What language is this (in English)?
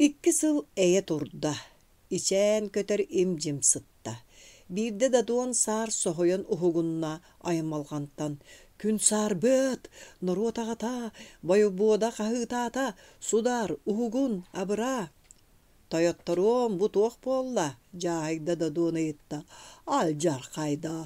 Yakut